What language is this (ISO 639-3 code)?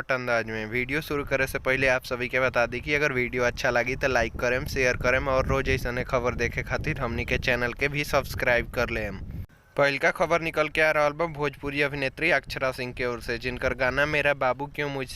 bho